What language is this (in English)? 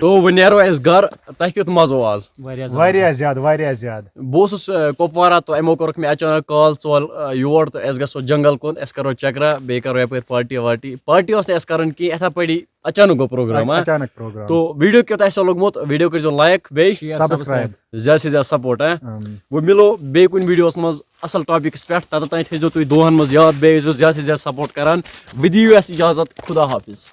Kashmiri